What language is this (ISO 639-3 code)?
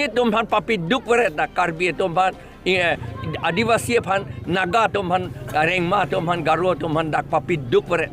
mjw